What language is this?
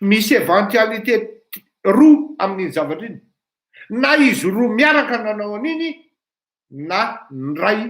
Malagasy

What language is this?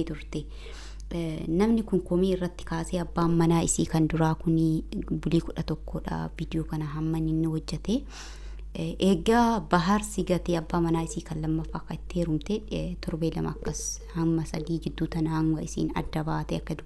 Oromo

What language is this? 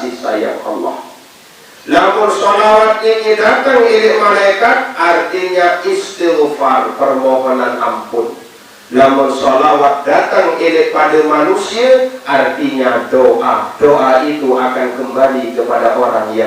Sasak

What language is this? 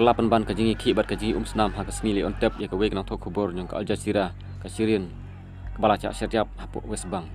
Khasi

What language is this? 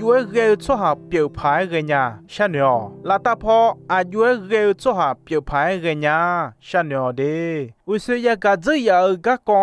Akha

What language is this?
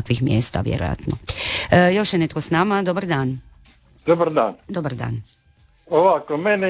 Croatian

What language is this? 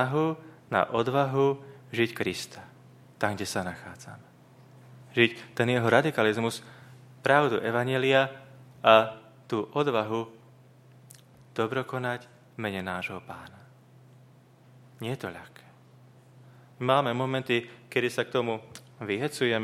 Slovak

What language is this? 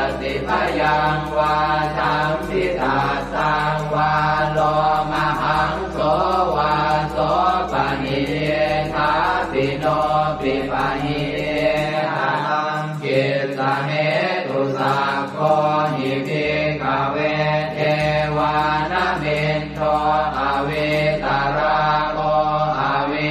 Pali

